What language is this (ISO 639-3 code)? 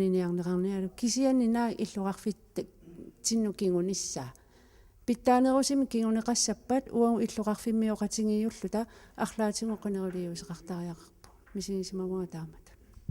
kal